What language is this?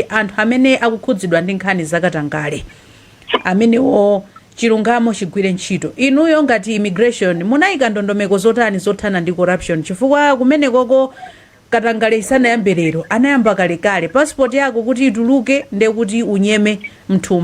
Nyanja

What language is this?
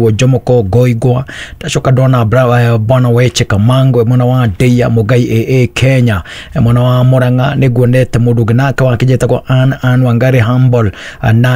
Kikuyu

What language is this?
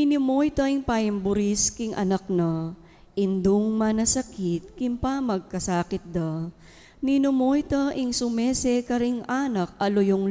Pampanga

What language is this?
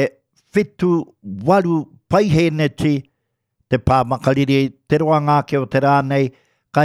Māori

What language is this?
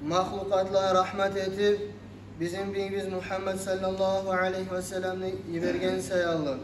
Kumyk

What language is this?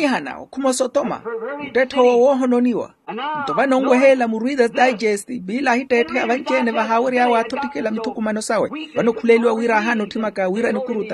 Makhuwa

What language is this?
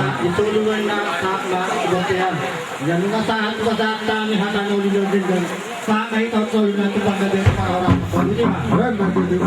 Batak Toba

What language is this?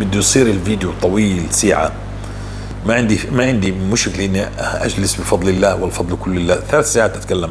North Levantine Arabic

